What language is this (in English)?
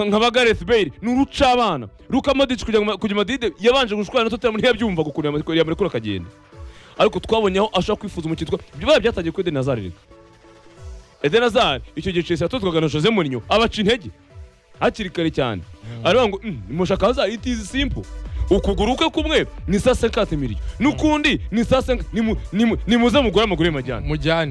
Kinyarwanda